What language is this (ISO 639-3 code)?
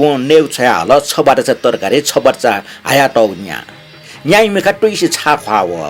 new